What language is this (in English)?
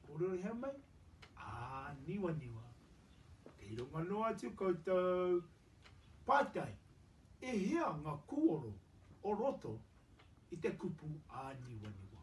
Māori